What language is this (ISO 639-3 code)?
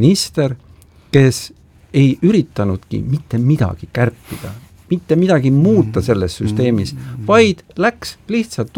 est